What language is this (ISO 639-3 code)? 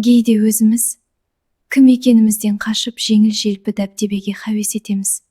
kaa